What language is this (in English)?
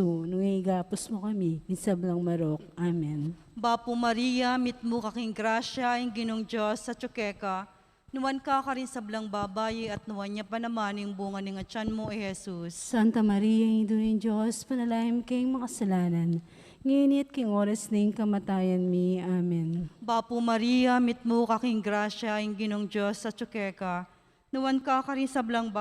Pampanga